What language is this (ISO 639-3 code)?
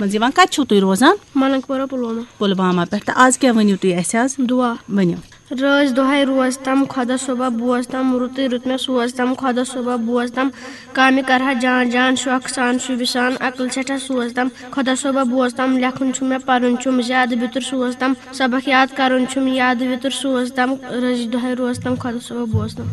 kas